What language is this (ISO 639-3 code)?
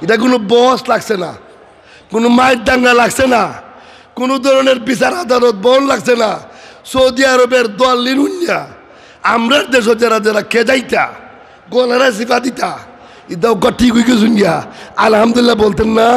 syl